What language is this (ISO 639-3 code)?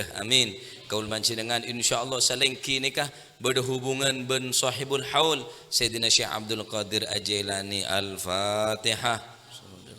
mad